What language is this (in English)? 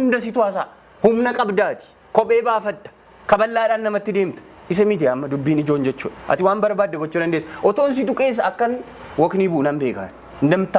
Oromo